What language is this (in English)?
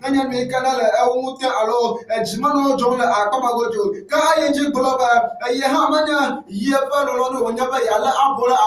Ewe